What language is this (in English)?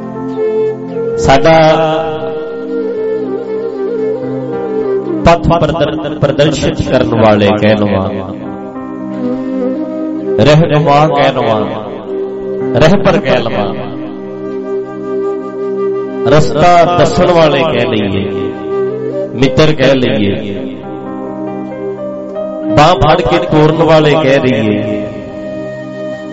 Punjabi